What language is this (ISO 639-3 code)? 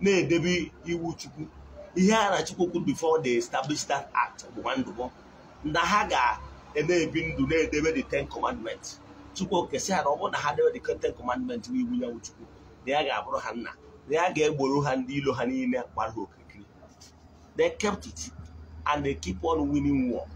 ibo